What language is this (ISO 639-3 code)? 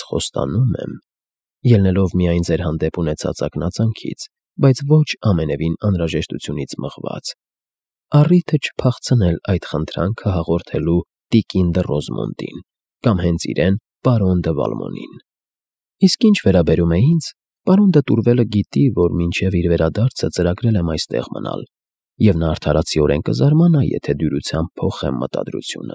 hye